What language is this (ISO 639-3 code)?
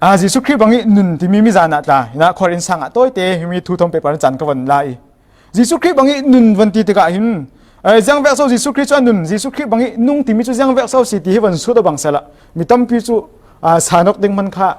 cfm